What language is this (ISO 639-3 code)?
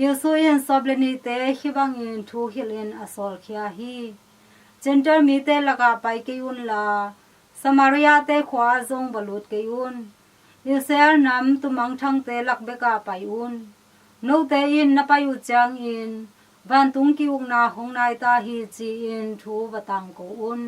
ctd